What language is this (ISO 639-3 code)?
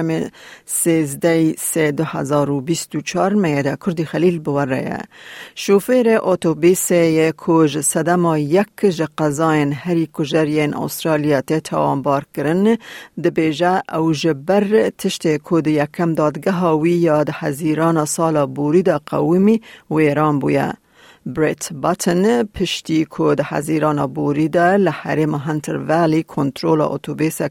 kur